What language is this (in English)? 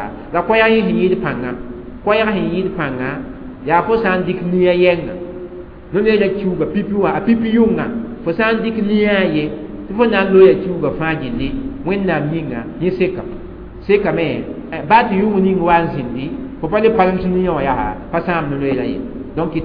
Mossi